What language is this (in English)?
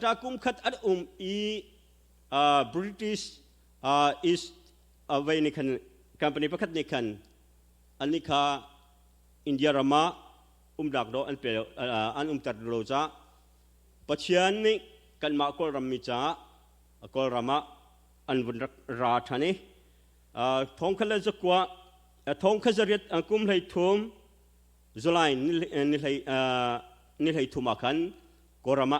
Hakha Chin